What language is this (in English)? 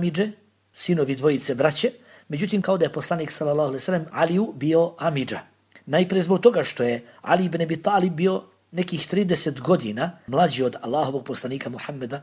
Bosnian